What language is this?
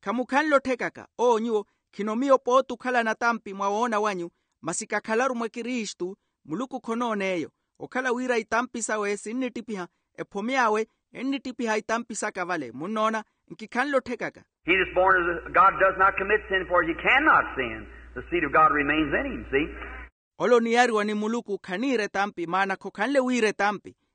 Makhuwa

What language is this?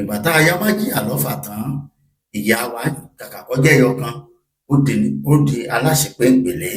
Yoruba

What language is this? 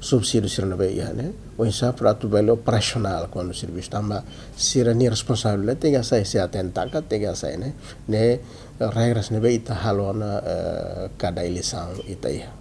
Tetum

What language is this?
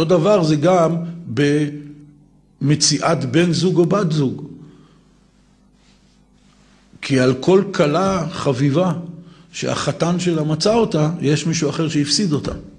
Hebrew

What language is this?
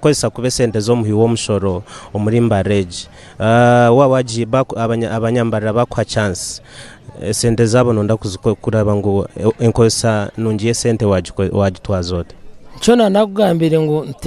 Nyankole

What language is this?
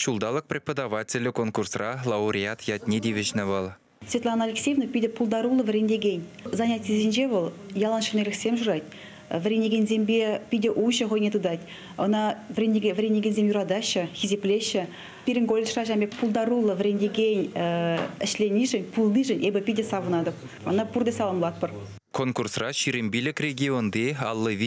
Chuvash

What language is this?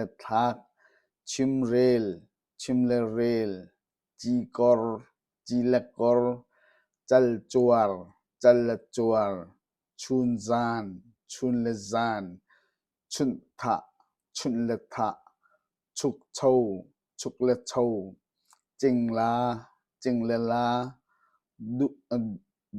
Hakha Chin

